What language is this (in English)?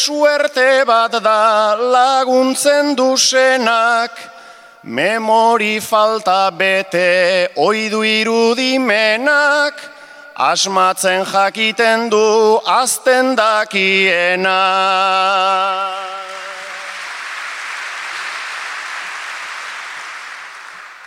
Basque